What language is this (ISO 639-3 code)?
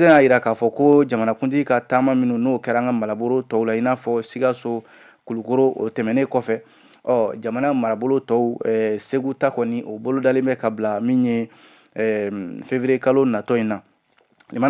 bam